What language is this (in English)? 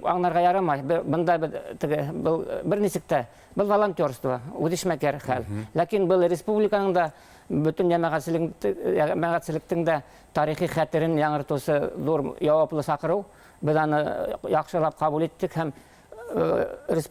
Bashkir